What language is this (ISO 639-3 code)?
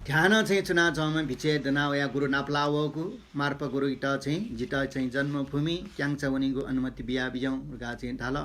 new